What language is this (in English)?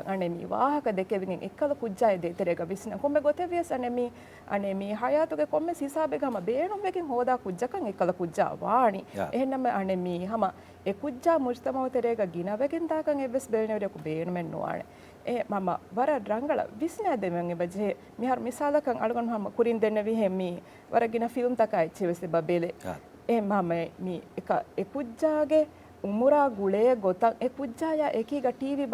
Divehi